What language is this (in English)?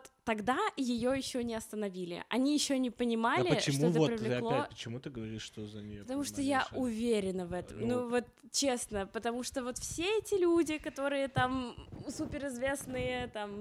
Russian